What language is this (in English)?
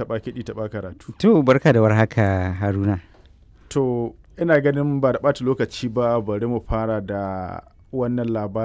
Hausa